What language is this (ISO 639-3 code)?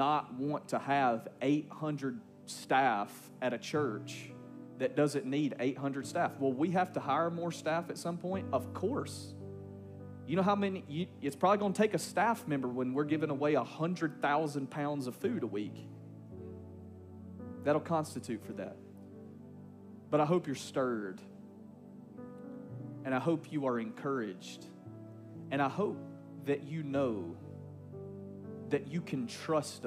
eng